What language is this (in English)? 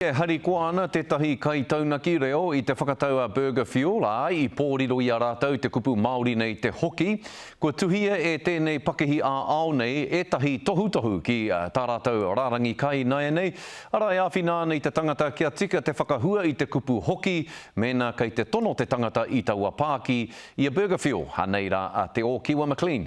Māori